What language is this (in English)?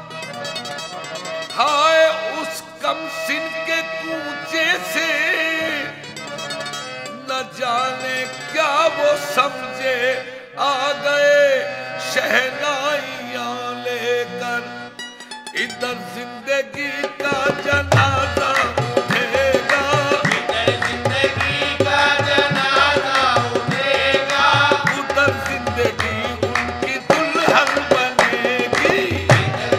Hindi